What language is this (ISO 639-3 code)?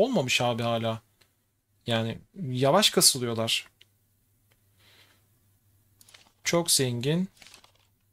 tur